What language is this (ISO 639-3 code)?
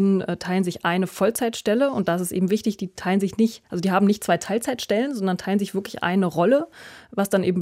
deu